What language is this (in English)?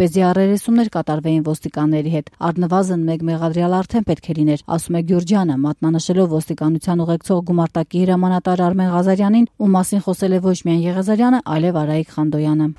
Armenian